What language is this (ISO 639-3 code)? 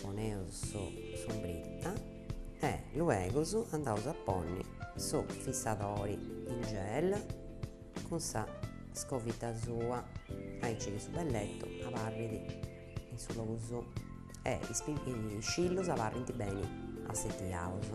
srd